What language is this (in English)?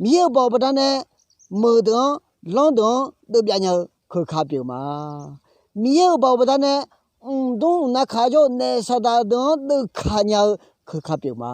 Akha